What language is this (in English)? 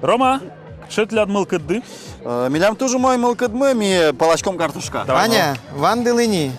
Udmurt